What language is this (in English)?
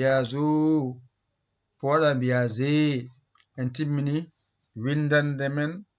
Fula